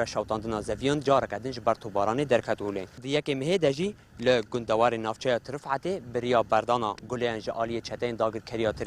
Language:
Kurdish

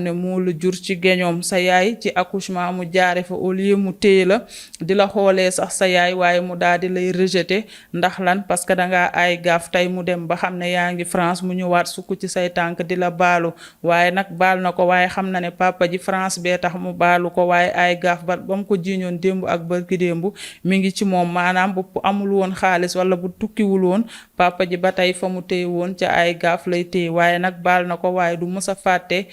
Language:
Wolof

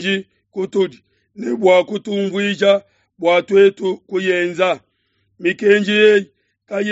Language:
Luba-Lulua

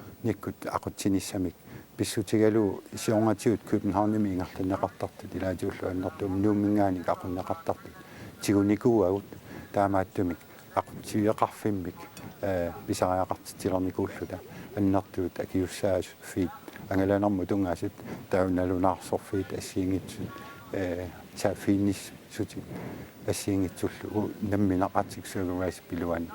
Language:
Kalaallisut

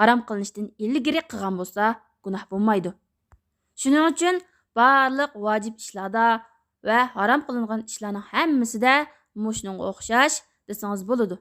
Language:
Uyghur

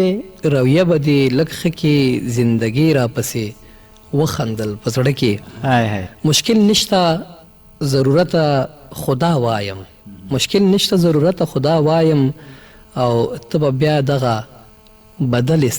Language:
Pashto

